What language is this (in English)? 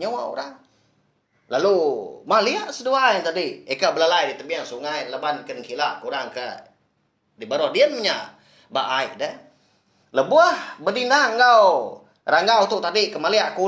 Iban